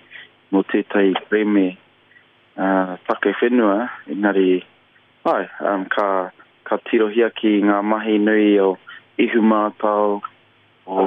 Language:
Māori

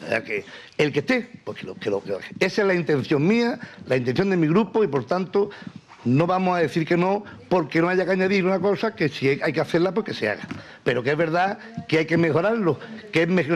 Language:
Spanish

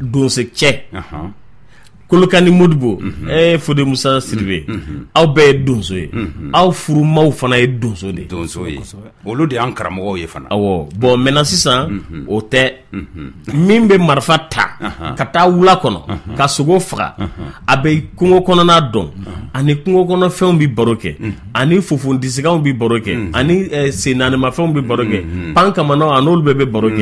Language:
Bambara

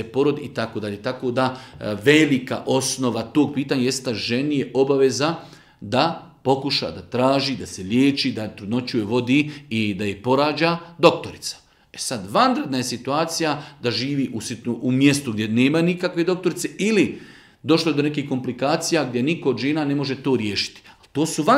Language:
Bosnian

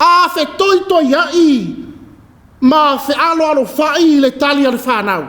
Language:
Samoan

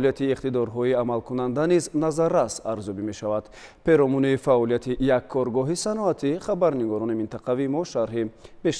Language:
Tajik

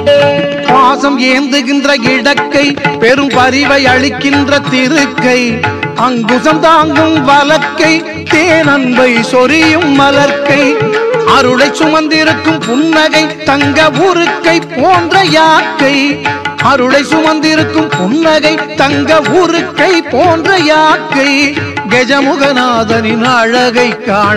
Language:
Tamil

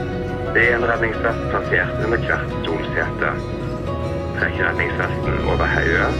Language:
Norwegian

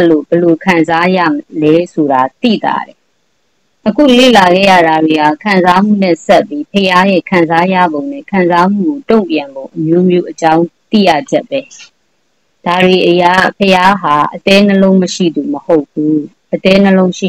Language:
Burmese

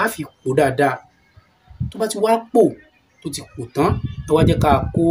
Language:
Yoruba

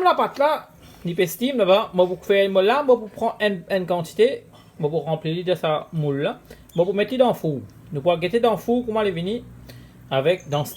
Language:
Morisyen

